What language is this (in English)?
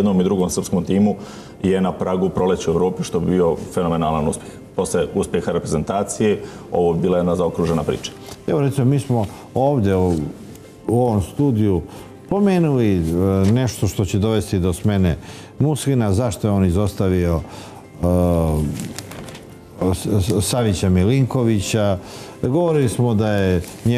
Serbian